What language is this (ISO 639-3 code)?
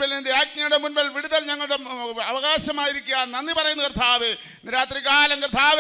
mal